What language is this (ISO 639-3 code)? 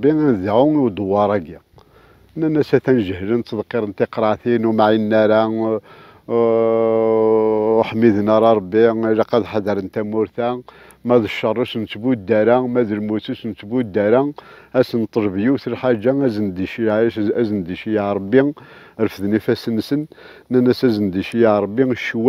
kab